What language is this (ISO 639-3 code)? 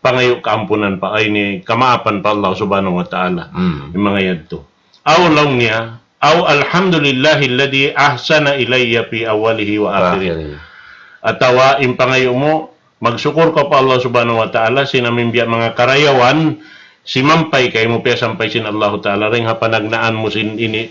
tsg